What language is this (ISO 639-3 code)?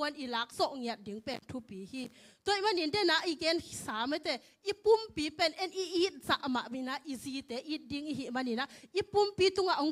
ctd